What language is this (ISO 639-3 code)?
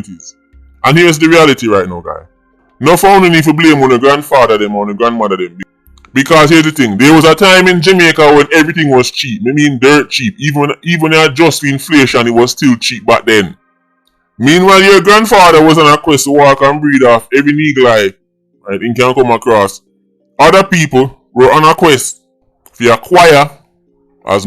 jam